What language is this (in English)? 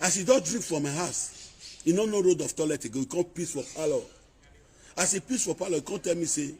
Nigerian Pidgin